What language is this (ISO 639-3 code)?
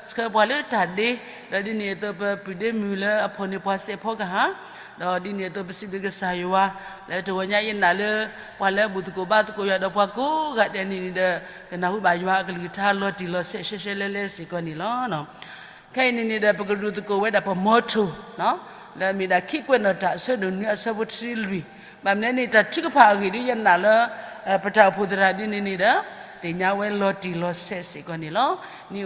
ksw